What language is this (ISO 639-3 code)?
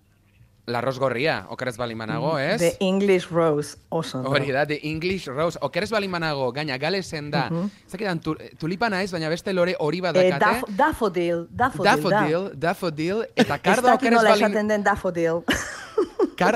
eus